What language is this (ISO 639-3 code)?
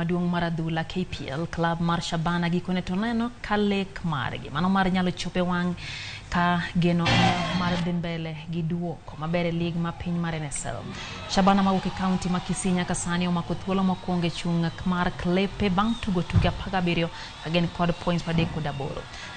luo